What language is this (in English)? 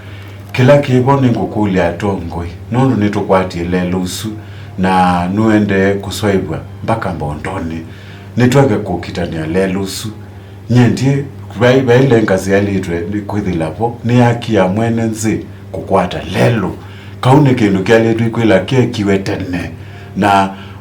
Kamba